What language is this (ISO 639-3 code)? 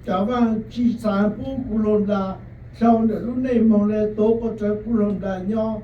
hmn